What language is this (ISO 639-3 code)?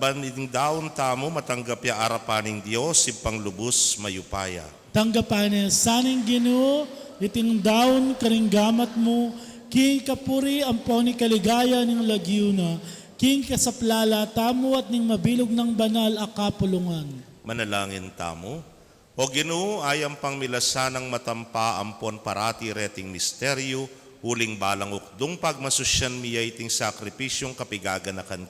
pam